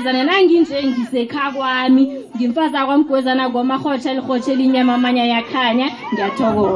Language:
South Ndebele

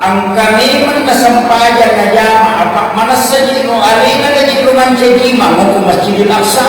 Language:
Buginese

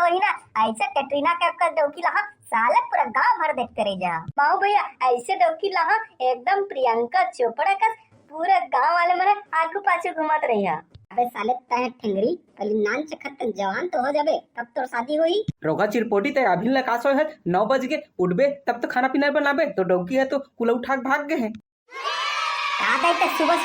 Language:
Chhattisgarhi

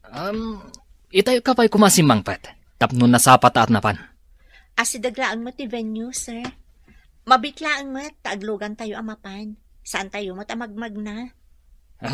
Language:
Iloko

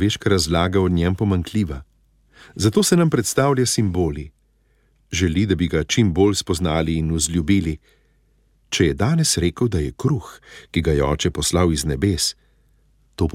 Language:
Slovenian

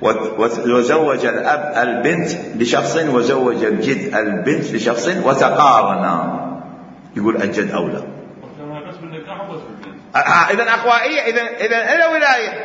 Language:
Mesopotamian Arabic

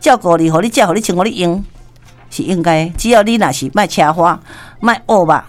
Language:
Min Nan Chinese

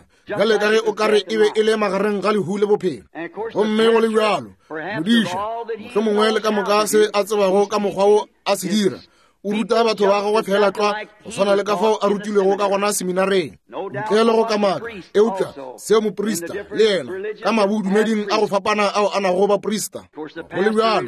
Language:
Northern Sotho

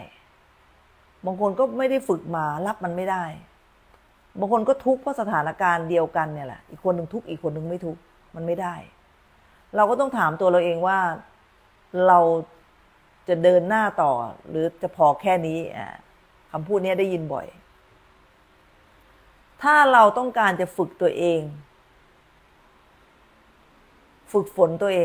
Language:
Thai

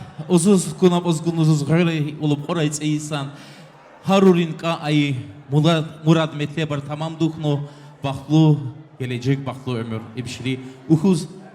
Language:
Tabassaran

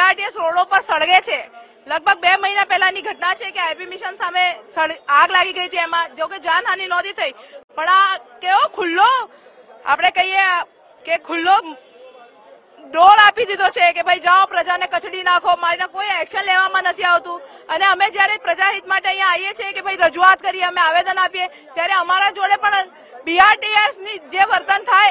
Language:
Gujarati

